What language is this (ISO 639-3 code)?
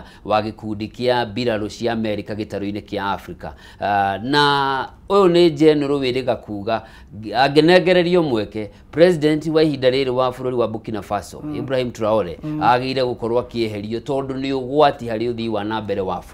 kik